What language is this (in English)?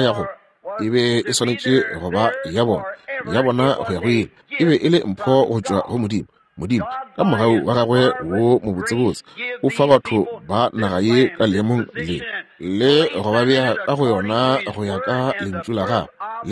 Northern Sotho